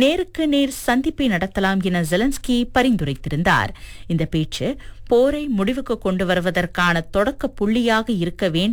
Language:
Tamil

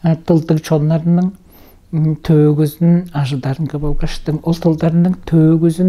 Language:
Tuvinian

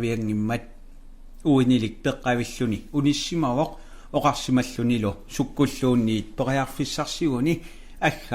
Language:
Kalaallisut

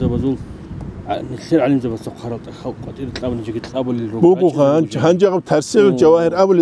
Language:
Avaric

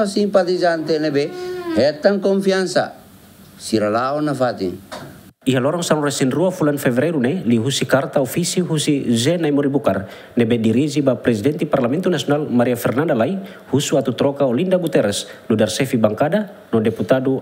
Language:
Tetum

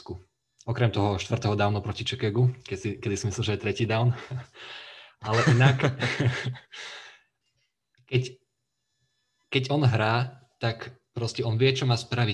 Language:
Slovak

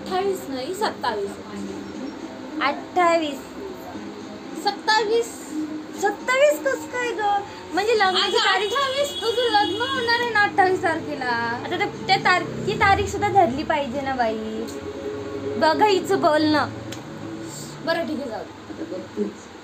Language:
Marathi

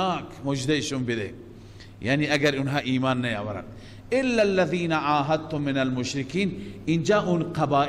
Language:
Persian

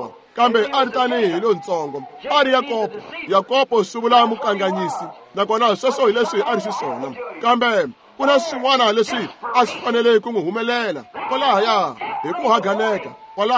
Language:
Tsonga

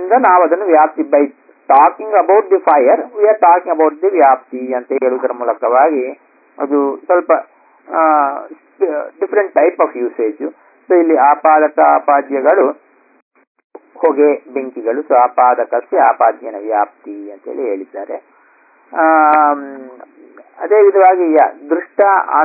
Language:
Kannada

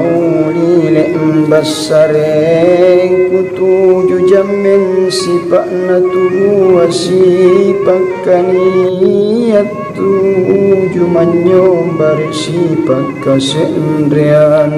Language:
Makasar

